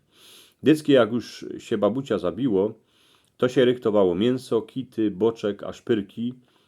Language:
Silesian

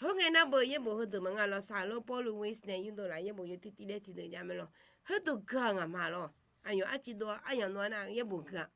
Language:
Akha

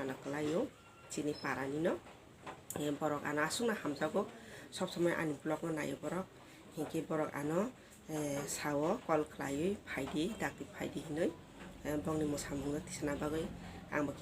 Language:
Kok Borok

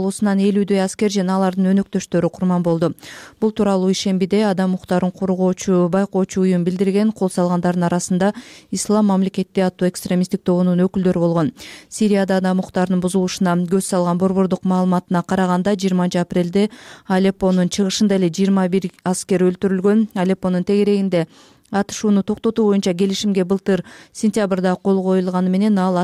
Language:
Kyrgyz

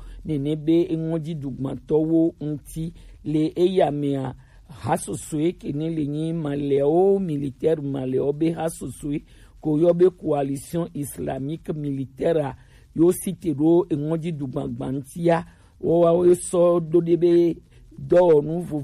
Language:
Gen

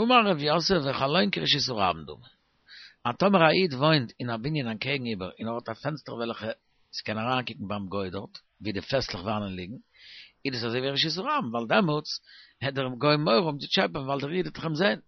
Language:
Yiddish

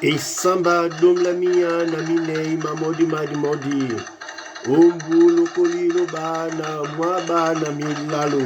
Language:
Duala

